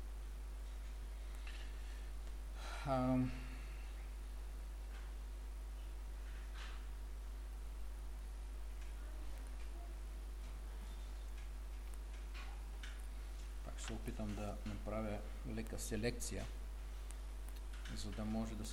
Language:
Bulgarian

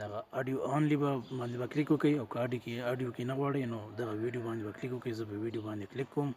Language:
Pashto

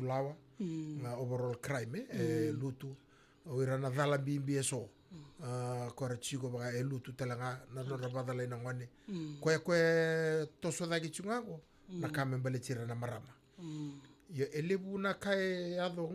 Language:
Fijian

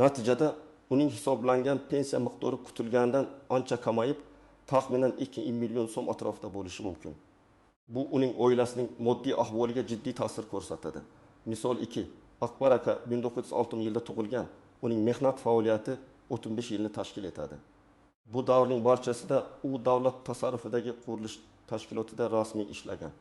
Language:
Uzbek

